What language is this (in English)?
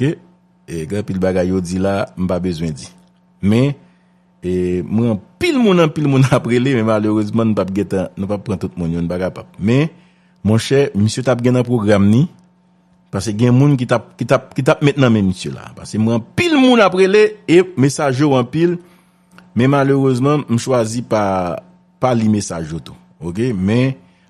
Haitian Creole